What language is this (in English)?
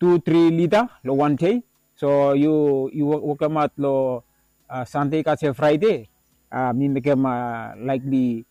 Bislama